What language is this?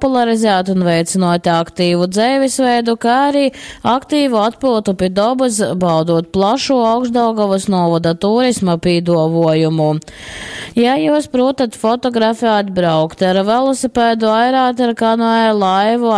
Latgalian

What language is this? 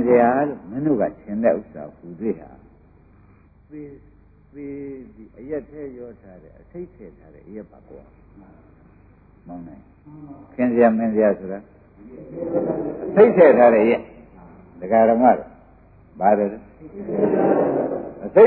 Burmese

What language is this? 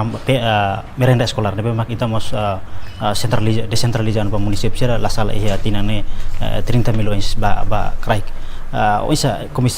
Tetum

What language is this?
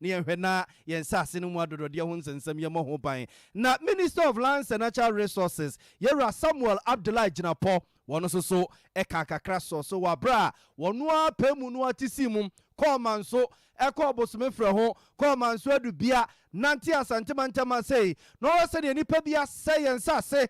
Akan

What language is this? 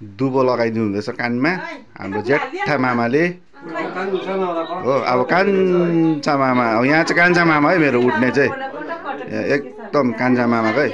Nepali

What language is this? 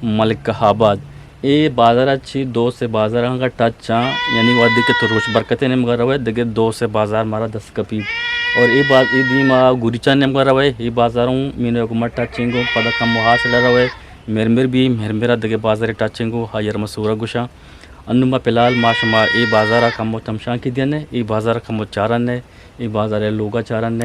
Eastern Balochi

